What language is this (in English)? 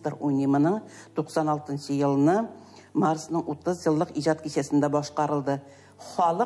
Tatar